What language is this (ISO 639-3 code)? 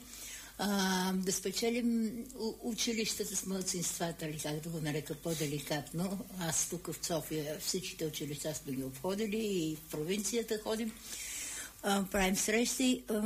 bul